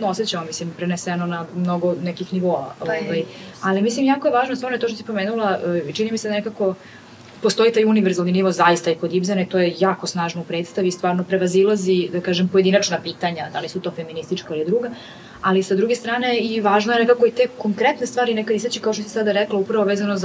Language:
Serbian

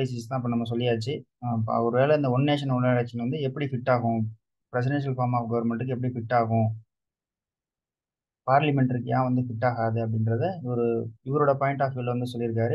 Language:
Tamil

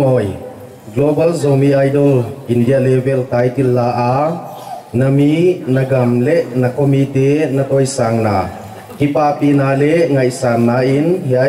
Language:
Paite Chin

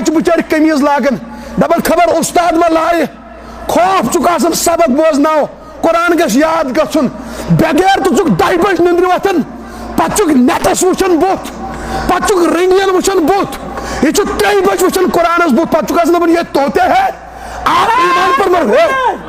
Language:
Kashmiri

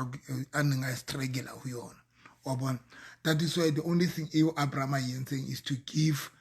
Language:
Southern Sotho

